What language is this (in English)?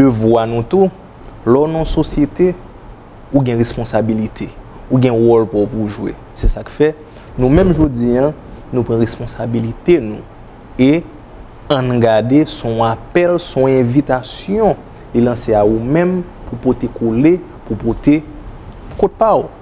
Haitian Creole